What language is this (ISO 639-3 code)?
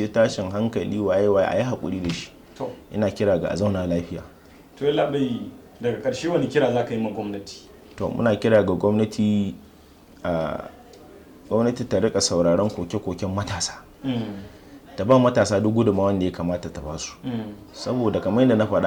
hau